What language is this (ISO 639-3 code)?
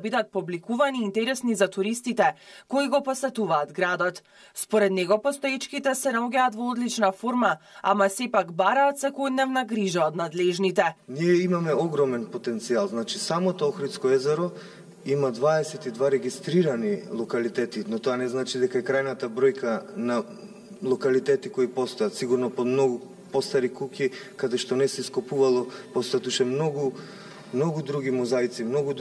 mkd